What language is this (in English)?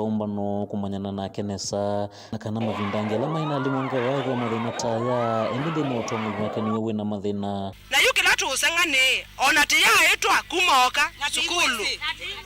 Kamba